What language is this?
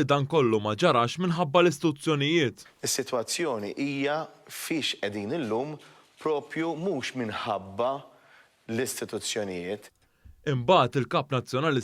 Maltese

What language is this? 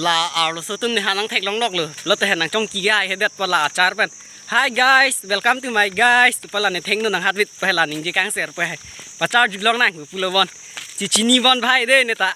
Karbi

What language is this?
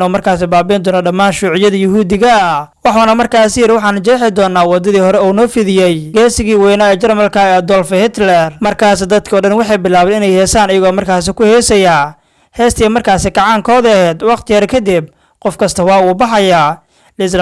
Somali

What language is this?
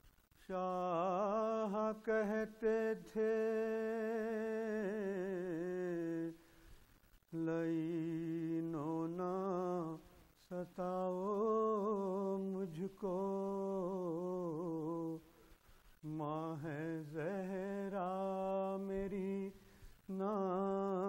Urdu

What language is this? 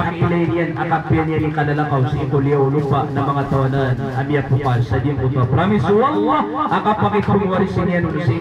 Maranao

